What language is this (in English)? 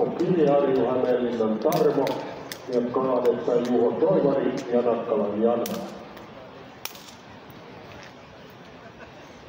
Finnish